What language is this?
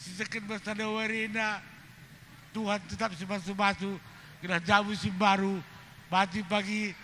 Batak Karo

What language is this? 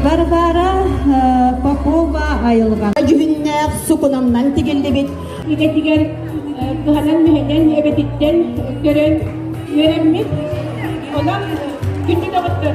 Yakut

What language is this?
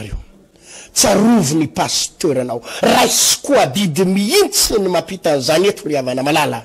Malagasy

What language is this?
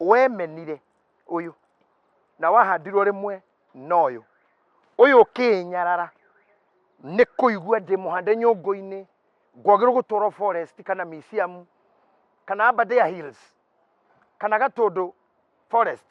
Kikuyu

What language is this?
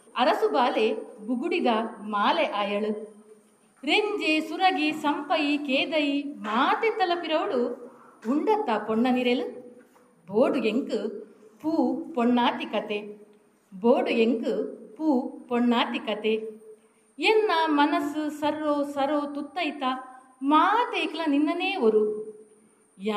Tulu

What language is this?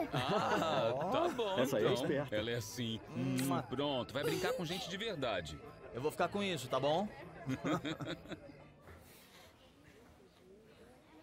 Portuguese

